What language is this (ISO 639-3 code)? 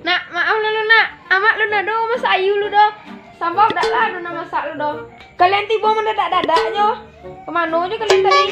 min